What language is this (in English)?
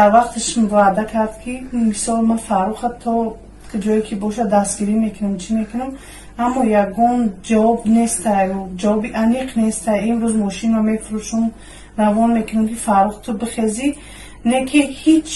Tajik